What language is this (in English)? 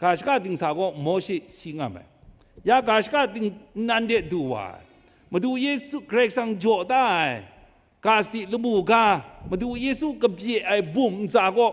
Kachin